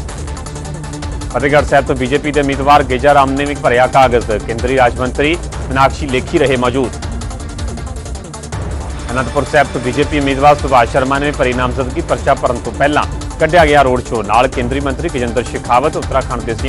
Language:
Punjabi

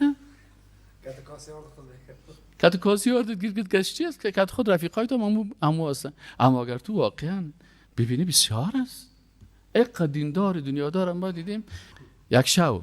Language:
Persian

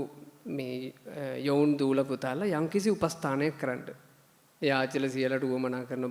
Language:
Sinhala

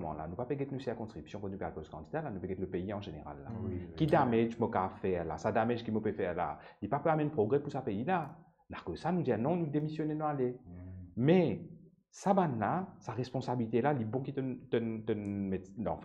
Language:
Morisyen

